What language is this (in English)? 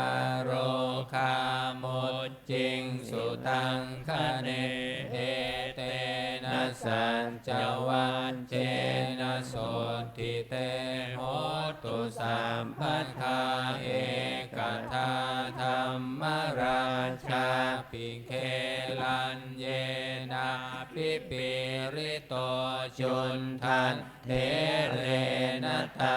Pali